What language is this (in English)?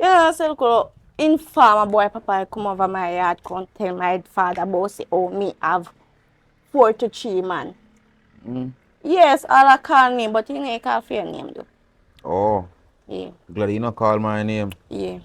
Jamaican Creole English